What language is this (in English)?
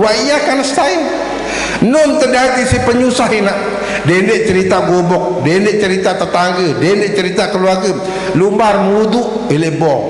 Sasak